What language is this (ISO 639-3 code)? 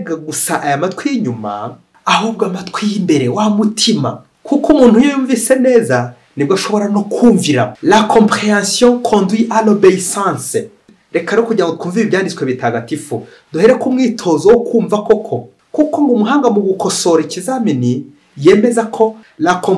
kin